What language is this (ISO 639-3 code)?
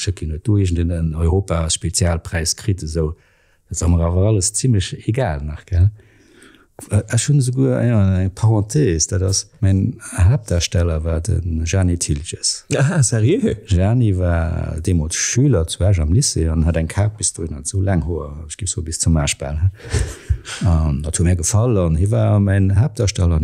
ltz